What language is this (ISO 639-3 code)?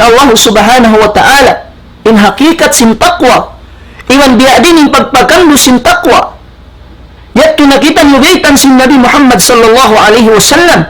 tsg